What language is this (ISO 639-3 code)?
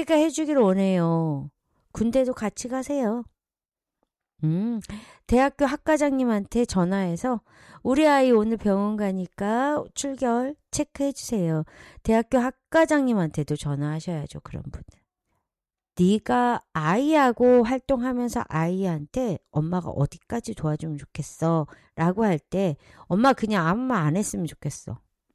kor